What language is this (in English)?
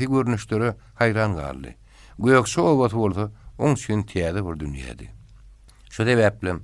Turkmen